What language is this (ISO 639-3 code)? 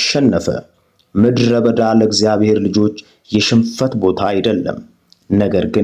amh